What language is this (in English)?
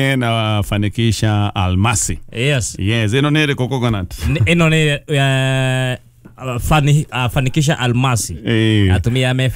Kikuyu